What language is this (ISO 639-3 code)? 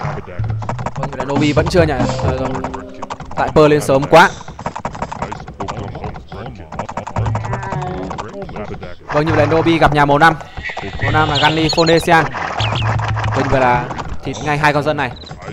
vie